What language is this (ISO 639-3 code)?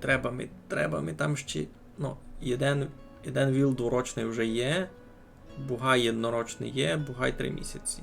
rue